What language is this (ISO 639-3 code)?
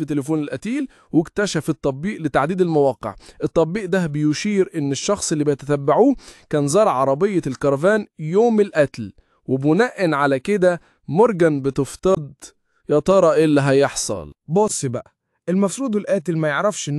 arz